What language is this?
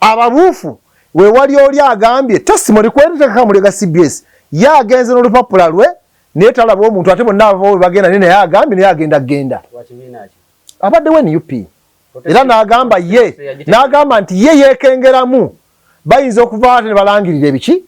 Ganda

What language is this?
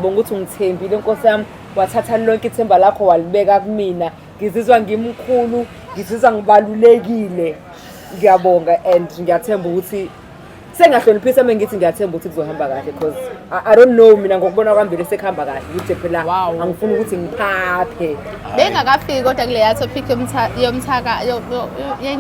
Zulu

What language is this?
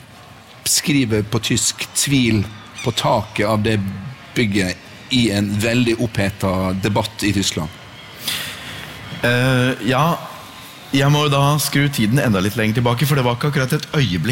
Norwegian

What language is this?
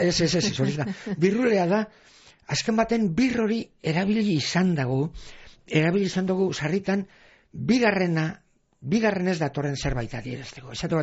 Basque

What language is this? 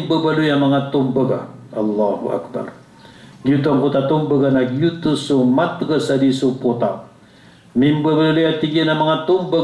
Maranao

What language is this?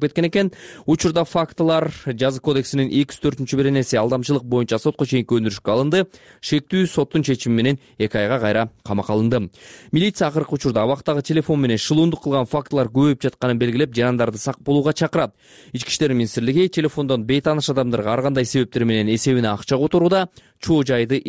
Kyrgyz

